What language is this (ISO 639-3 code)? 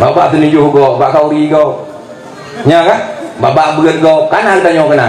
ace